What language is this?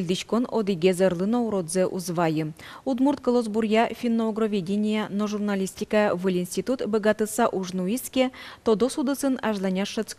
Udmurt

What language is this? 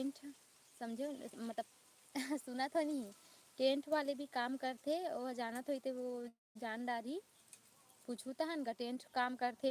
Chhattisgarhi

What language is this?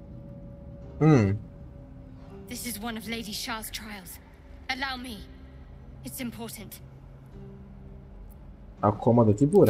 Italian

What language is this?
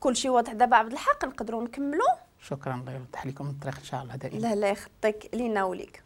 Moroccan Arabic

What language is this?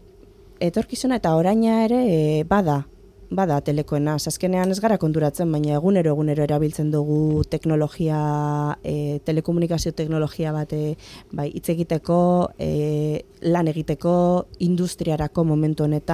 Basque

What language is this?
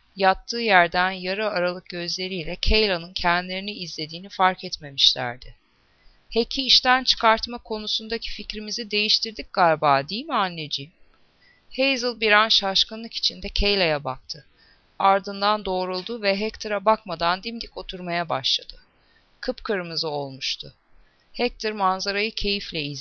Turkish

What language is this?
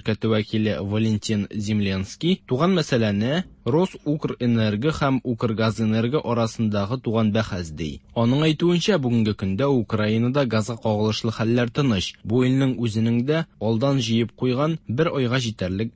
Tatar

